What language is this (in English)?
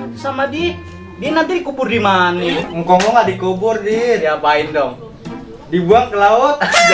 Betawi